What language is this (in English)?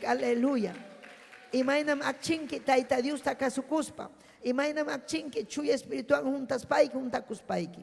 Ayacucho Quechua